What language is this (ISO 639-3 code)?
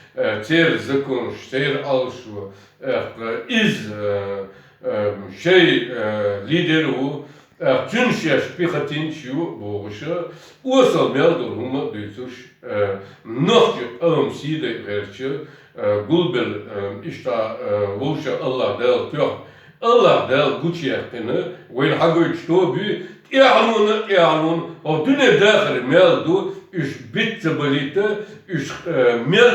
che